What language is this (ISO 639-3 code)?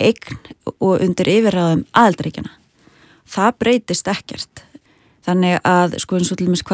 isl